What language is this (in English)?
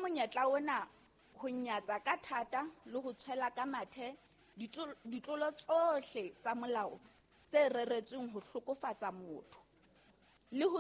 Southern Sotho